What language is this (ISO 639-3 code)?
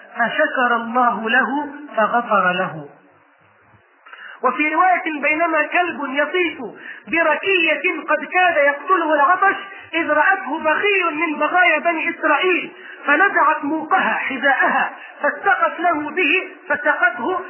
ara